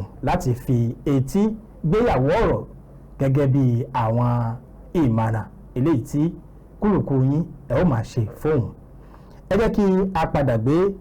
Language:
Yoruba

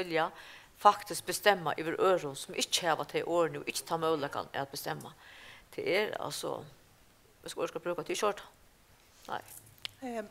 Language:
Faroese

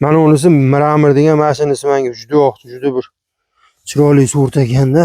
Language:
Uzbek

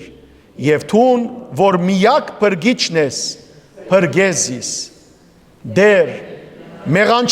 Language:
Western Armenian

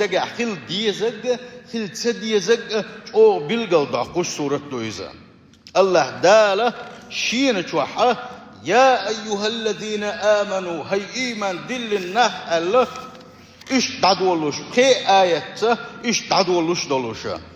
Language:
Chechen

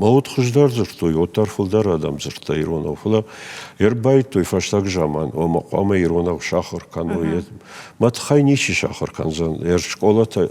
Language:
Ossetic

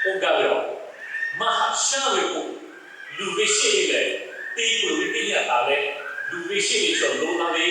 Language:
Lahu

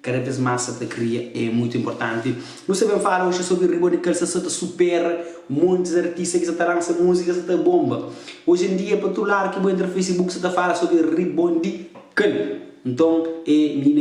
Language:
Kabuverdianu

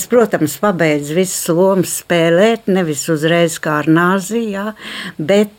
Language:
Latvian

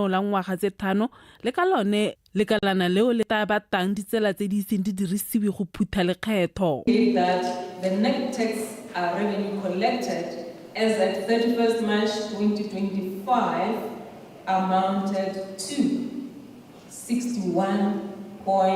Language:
Tswana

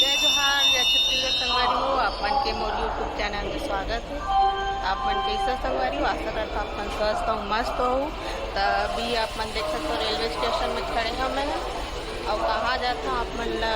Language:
Chhattisgarhi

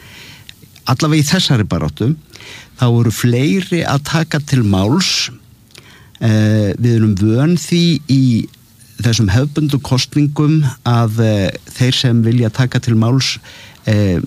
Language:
Icelandic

